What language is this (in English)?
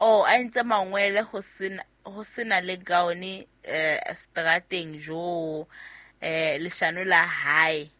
Southern Sotho